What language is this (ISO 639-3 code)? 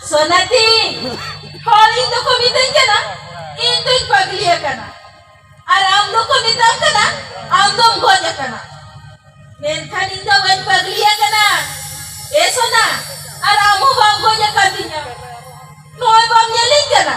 sat